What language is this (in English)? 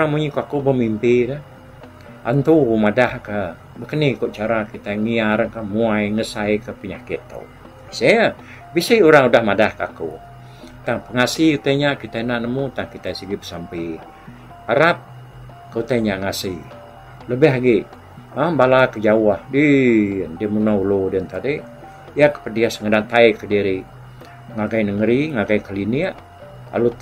Iban